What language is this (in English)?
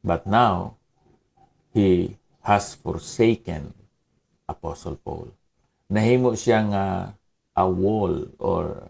Hiligaynon